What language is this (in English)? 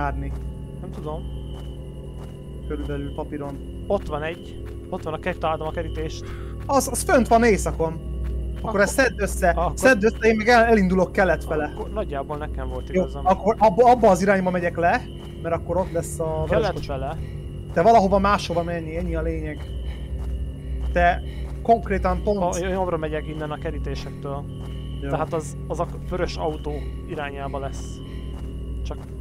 Hungarian